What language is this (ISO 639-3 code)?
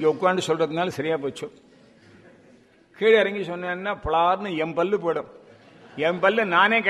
tam